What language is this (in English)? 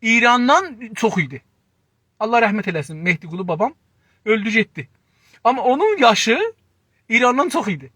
South Azerbaijani